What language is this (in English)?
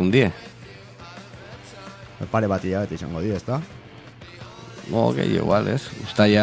Basque